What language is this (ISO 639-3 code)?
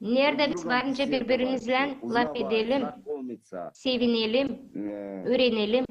gag